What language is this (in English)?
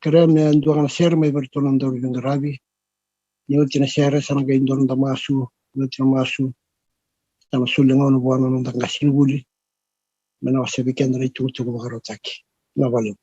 Fijian